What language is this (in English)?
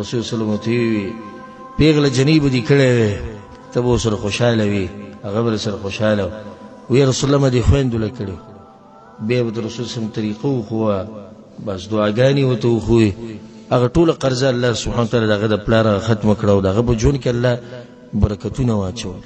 Pashto